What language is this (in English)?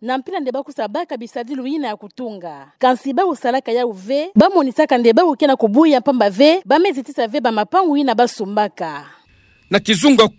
Kituba (Democratic Republic of Congo)